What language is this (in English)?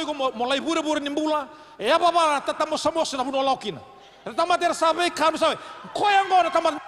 Fijian